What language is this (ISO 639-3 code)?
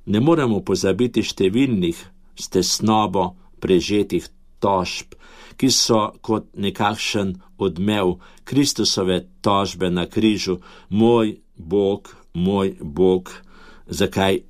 slv